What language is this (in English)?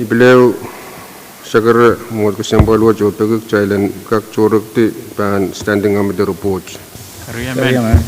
Pohnpeian